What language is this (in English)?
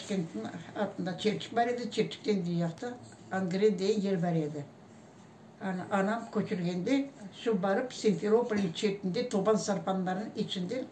Crimean Tatar